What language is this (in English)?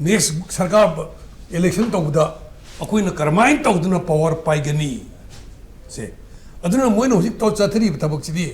Manipuri